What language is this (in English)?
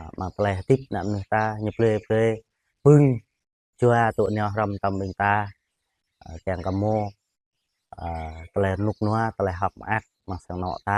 Jarai